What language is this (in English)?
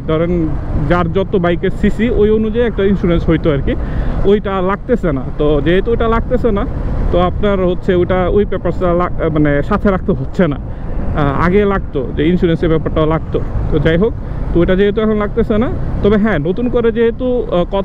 Bangla